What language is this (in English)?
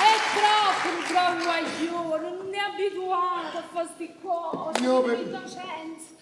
Neapolitan